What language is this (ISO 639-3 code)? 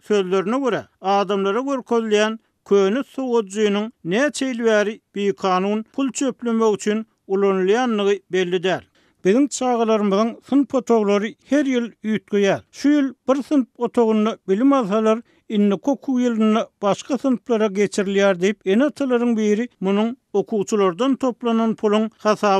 tuk